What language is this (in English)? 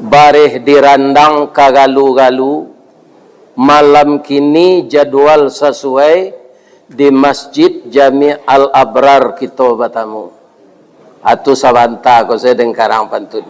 Minangkabau